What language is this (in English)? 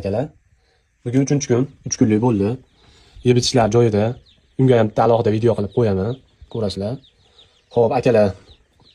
Uzbek